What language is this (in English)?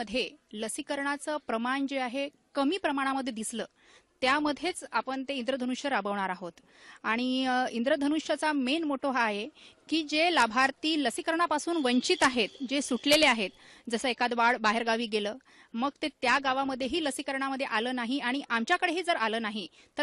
Marathi